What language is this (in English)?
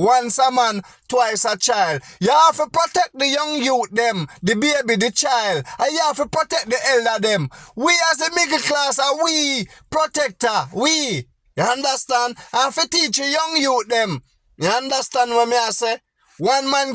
Jamaican Creole English